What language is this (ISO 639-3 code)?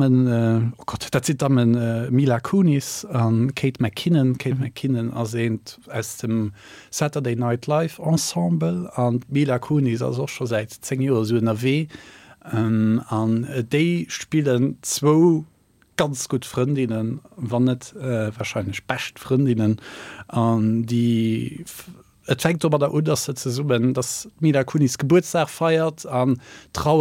ltz